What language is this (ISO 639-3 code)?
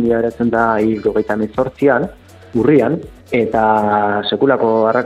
eus